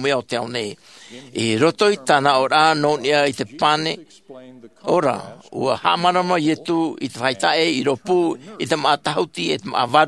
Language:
Tahitian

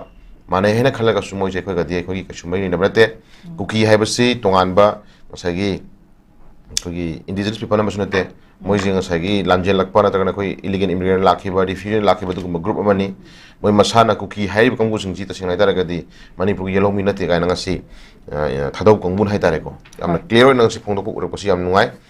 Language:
Manipuri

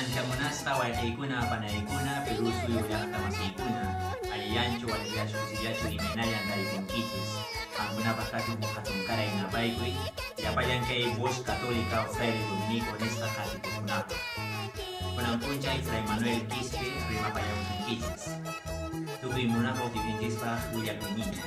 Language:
Quechua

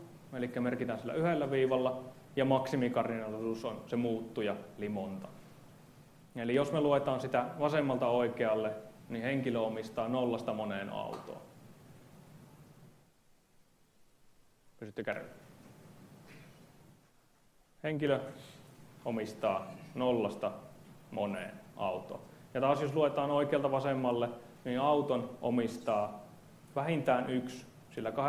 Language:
Finnish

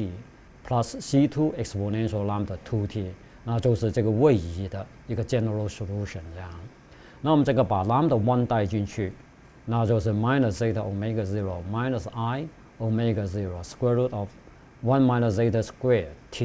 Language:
Chinese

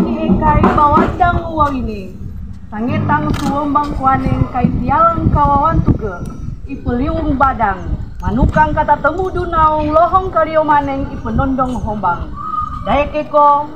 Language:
Sangir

